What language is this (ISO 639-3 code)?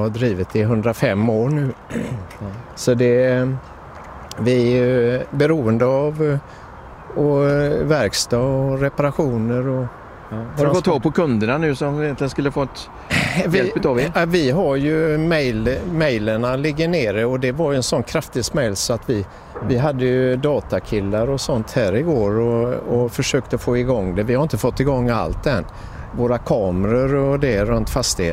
swe